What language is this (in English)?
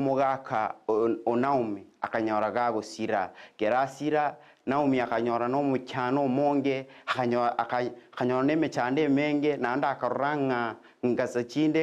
Gusii